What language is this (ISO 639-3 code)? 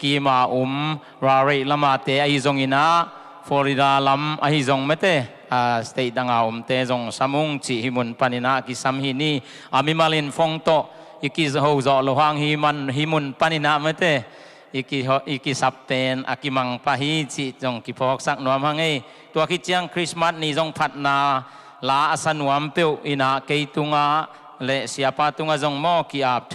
ctd